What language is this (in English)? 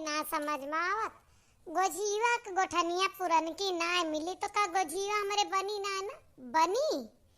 Awadhi